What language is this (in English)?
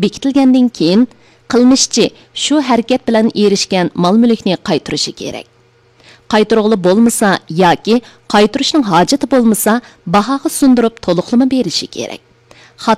Uyghur